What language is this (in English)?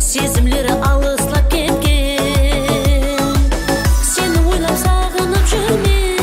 Kara-Kalpak